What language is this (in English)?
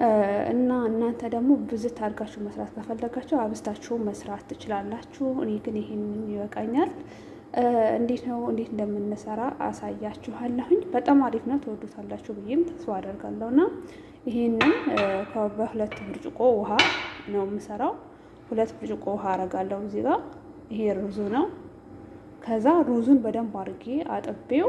Amharic